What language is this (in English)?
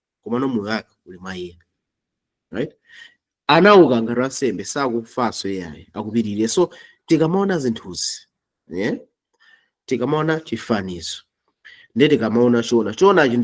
Nyanja